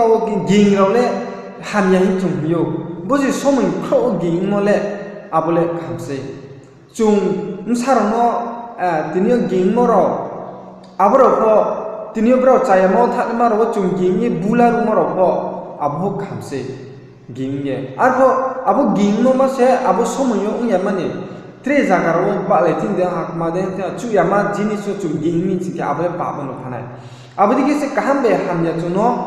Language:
Riang (India)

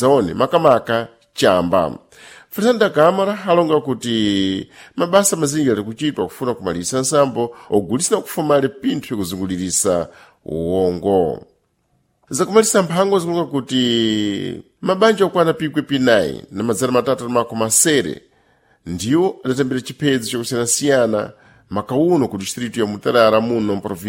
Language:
Sena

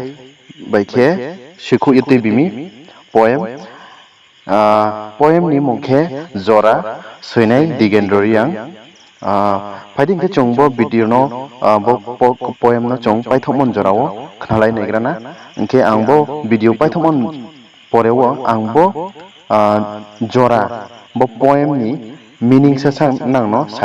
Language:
Riang (India)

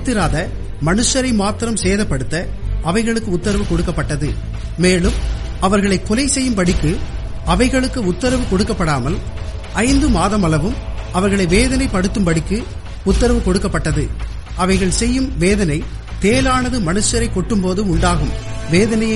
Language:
Tamil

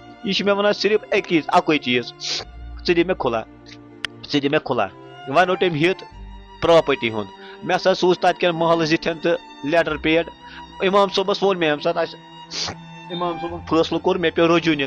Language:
Kashmiri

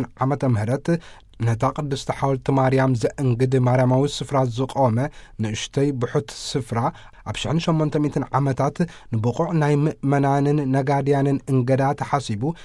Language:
Tigrinya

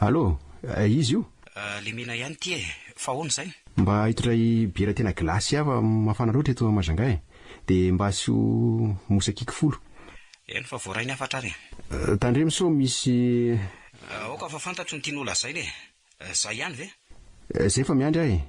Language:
Malagasy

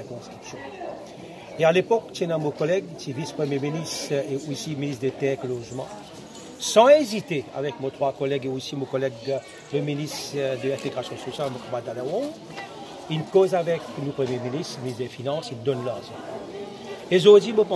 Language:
Morisyen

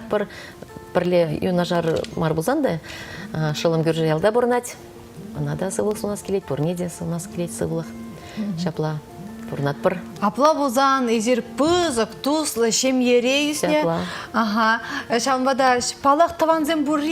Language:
Chuvash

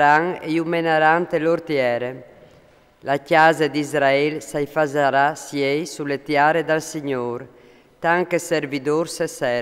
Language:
Friulian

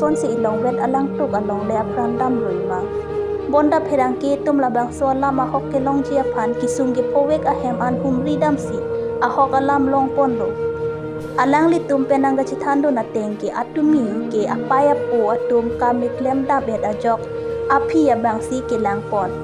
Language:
Karbi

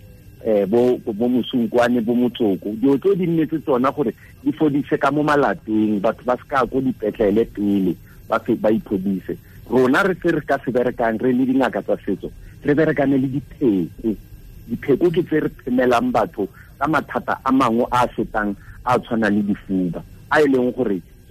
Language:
Tswana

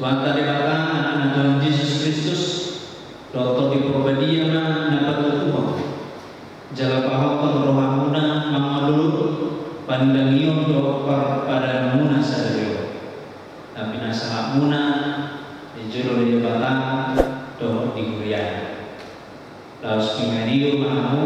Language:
Batak Toba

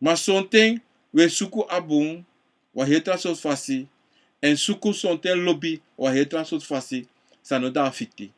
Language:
Sranan Tongo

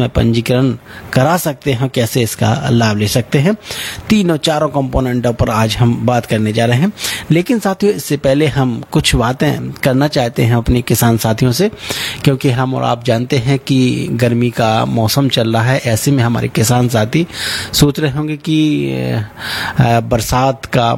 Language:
Hindi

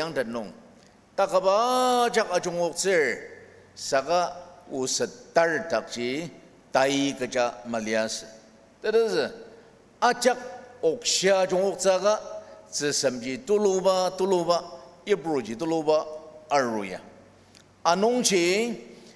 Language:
Ao Naga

